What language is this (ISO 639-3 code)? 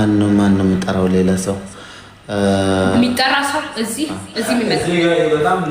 amh